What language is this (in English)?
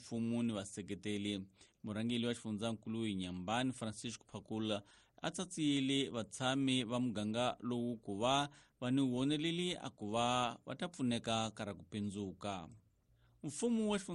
Tsonga